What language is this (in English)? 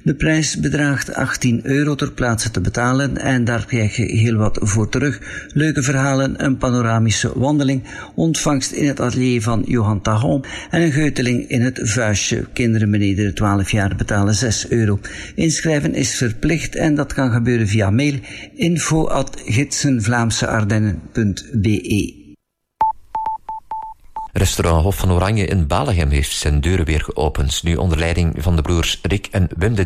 Dutch